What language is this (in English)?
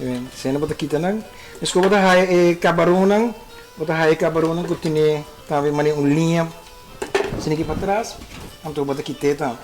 Papiamento